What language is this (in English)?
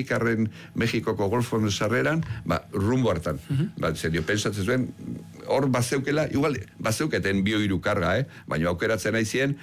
Basque